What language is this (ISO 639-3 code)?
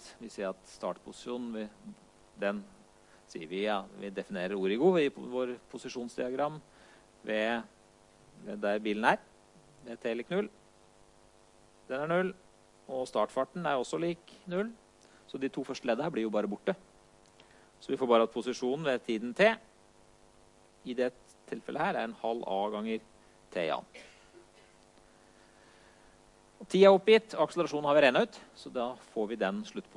nor